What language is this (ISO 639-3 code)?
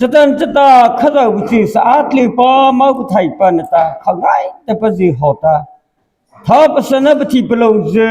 mrh